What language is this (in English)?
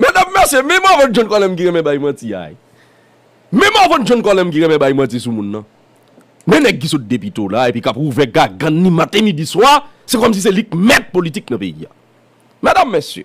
Haitian Creole